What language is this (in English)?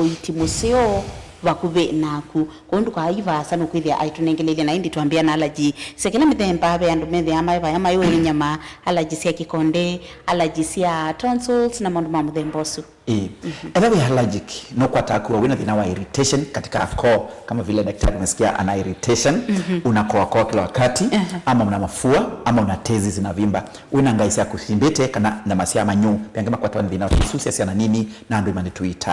Kamba